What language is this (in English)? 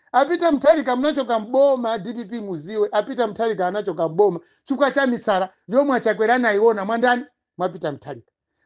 Nyanja